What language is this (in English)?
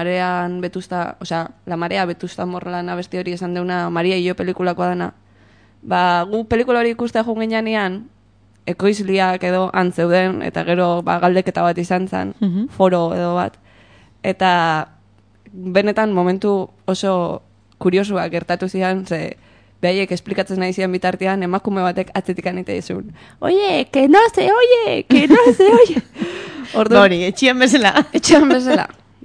Basque